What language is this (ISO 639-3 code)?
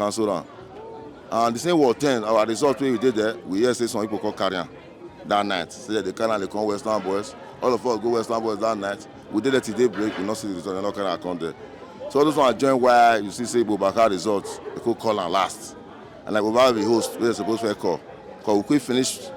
pcm